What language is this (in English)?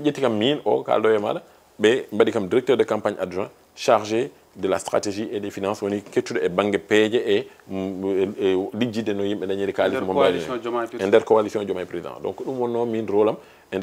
Fula